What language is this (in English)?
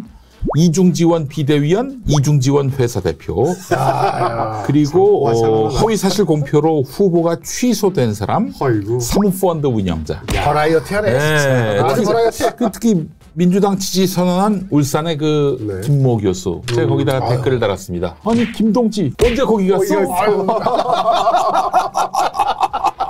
Korean